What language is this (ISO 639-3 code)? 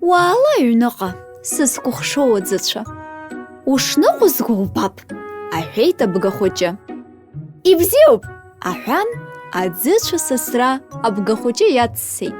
abk